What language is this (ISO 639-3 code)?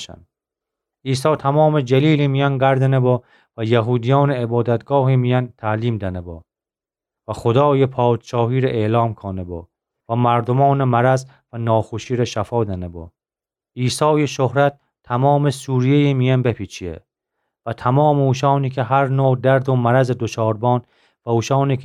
glk